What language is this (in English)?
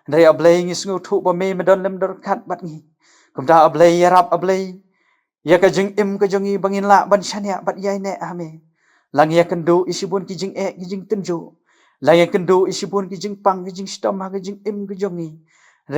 Khasi